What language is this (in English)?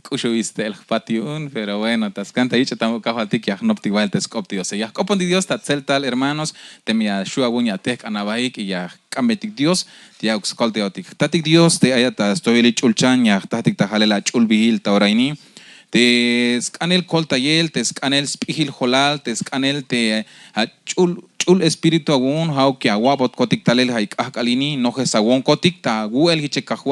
Tzeltal